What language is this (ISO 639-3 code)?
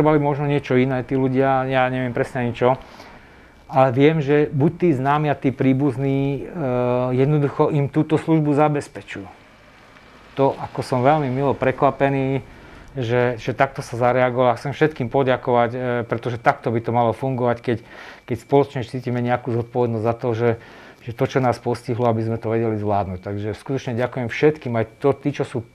slk